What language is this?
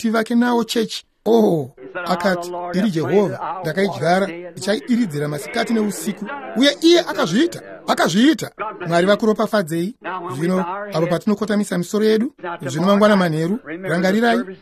Shona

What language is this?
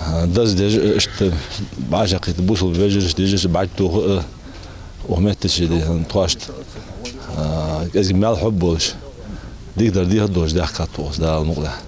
Ingush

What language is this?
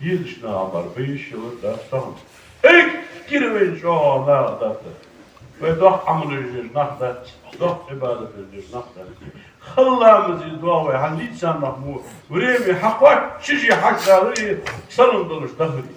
Ingush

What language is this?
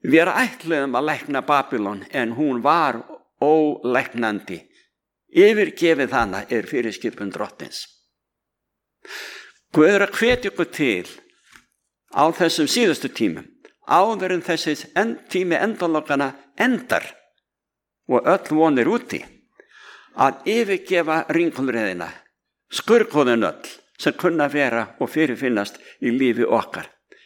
Icelandic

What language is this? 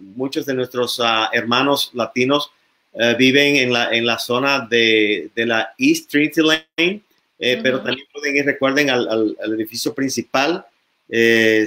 Spanish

